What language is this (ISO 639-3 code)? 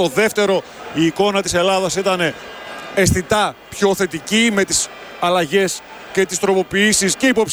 ell